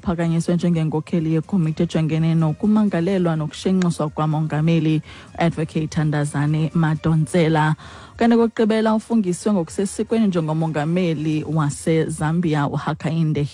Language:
Xhosa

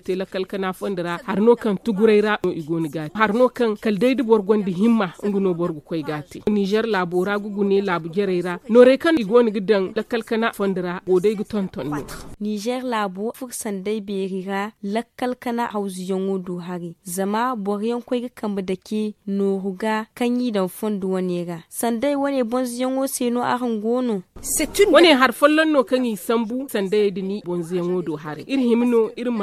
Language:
Zarma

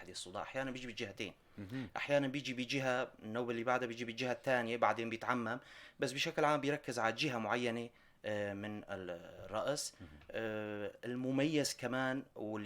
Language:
North Levantine Arabic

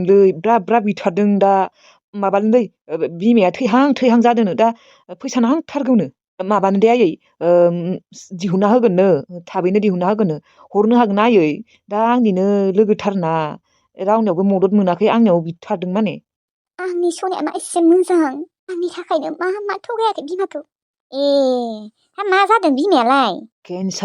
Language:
Bodo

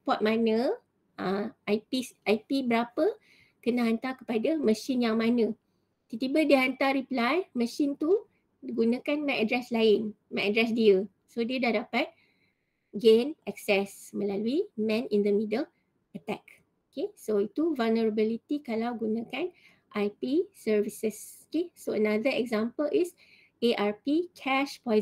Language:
Malay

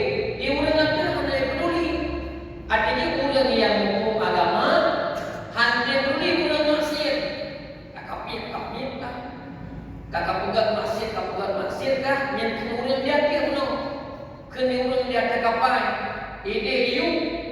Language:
Achinese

